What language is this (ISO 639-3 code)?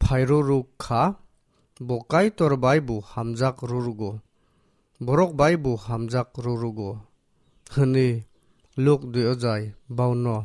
trp